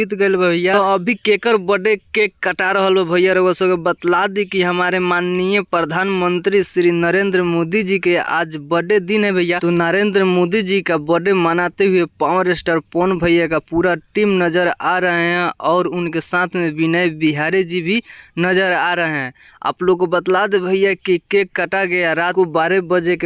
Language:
Bhojpuri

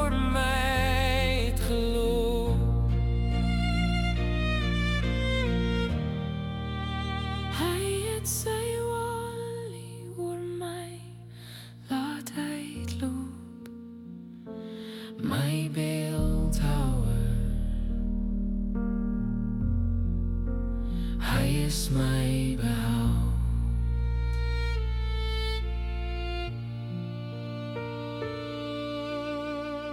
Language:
Afrikaans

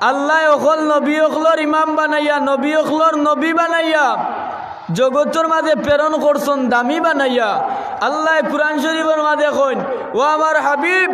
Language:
Sylheti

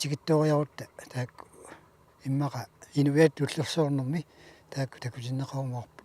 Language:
Kalaallisut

